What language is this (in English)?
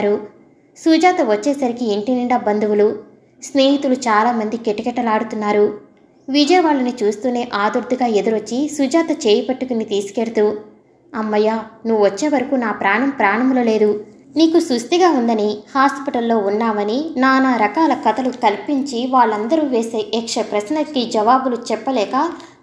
Telugu